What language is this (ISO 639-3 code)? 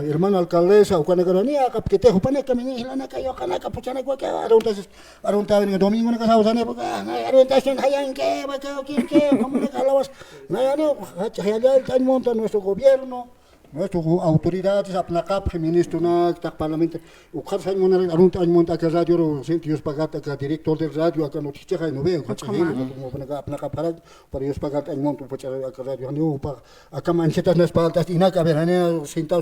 aym